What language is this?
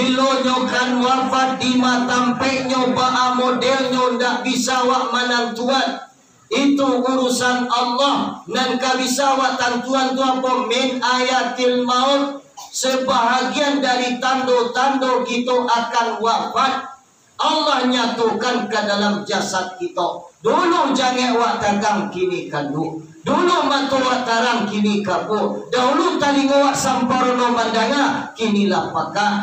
Minangkabau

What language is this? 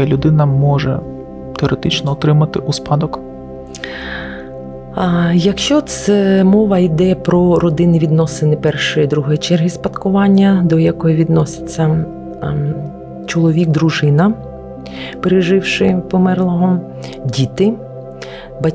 Ukrainian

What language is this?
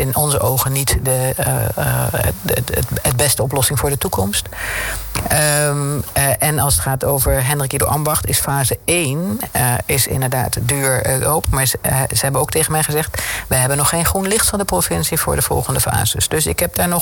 Dutch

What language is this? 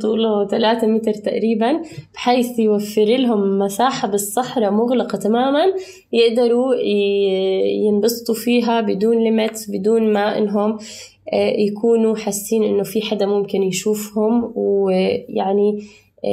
North Levantine Arabic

